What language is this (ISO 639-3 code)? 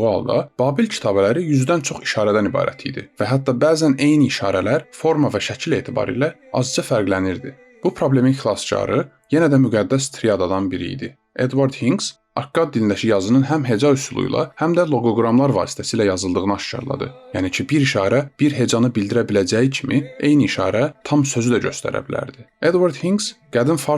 aze